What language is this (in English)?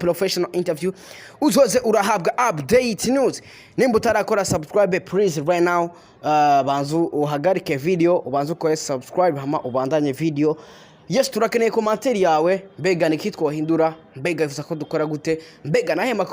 Rundi